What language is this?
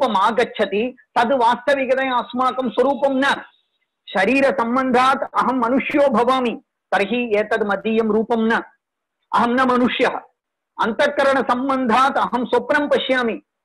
Sanskrit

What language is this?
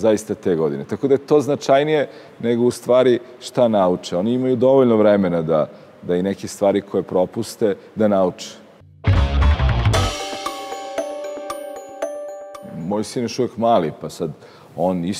Serbian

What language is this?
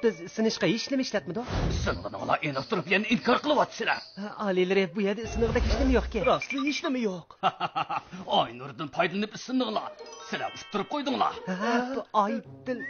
Uyghur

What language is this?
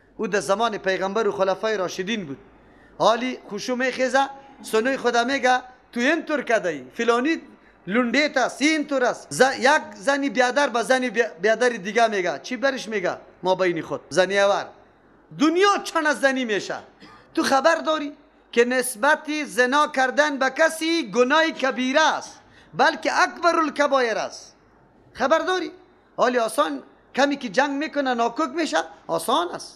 Persian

